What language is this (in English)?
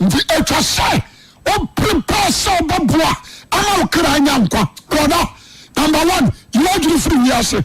Akan